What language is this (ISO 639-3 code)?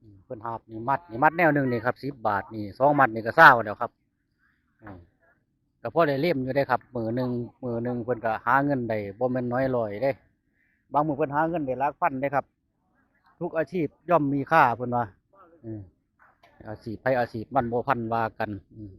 tts